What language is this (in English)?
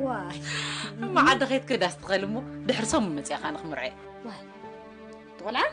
Tigrinya